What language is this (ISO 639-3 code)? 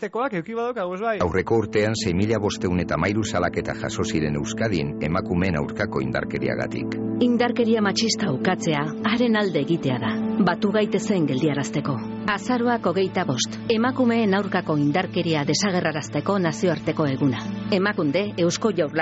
eus